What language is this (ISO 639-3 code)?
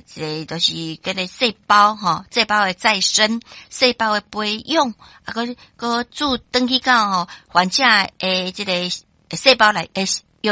nan